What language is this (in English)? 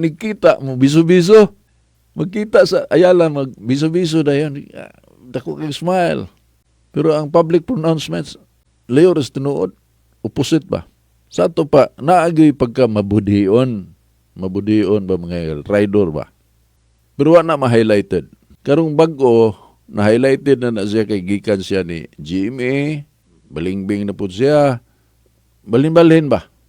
Cebuano